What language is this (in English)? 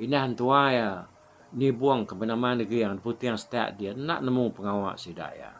Iban